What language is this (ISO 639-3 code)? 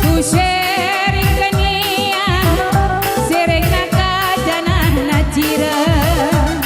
btx